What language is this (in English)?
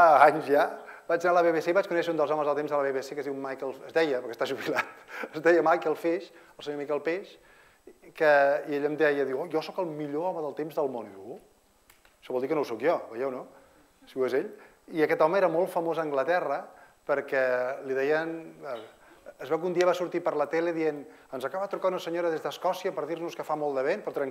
Catalan